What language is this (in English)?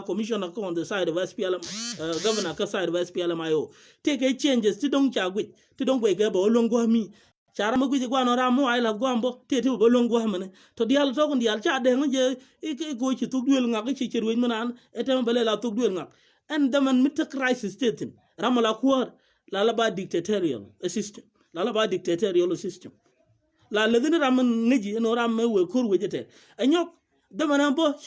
Nuer